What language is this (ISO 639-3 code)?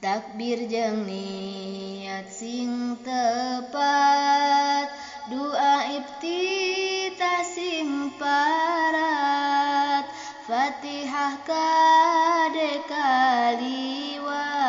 sun